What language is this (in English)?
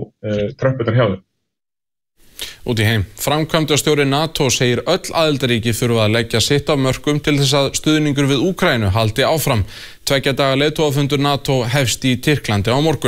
Icelandic